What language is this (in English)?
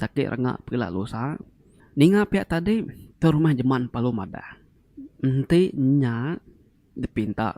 Iban